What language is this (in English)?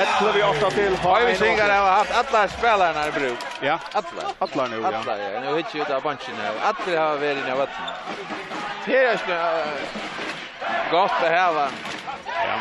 Faroese